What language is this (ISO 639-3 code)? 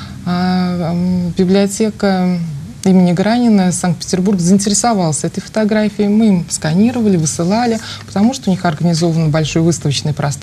rus